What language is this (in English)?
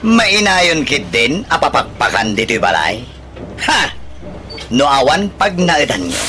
Iloko